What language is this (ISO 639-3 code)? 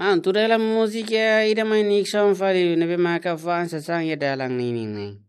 tet